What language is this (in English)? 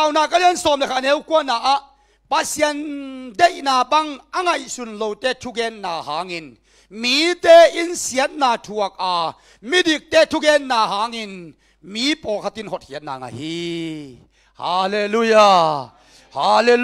Tedim Chin